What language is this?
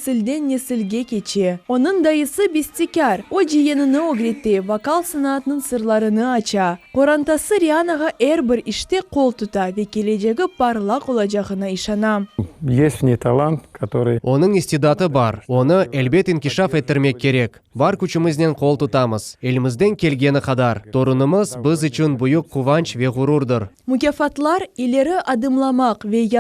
Crimean Tatar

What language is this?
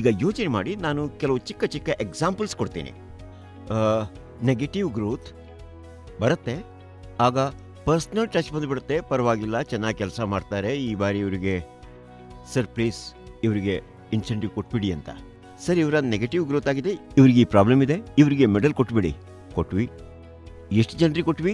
Kannada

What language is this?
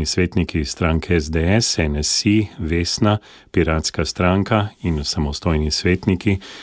Slovenian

